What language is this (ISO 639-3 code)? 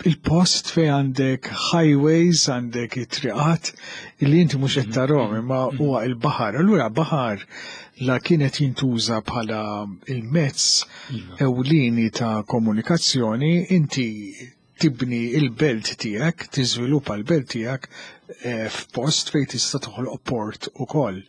mlt